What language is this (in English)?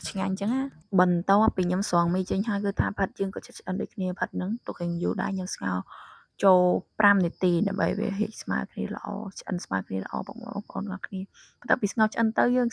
Khmer